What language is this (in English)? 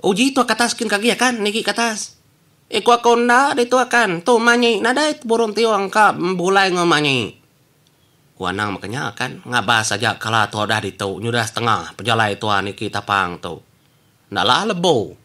Iban